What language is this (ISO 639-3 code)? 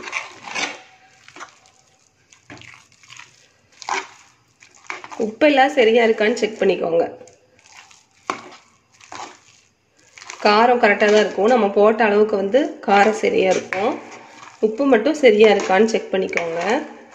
tam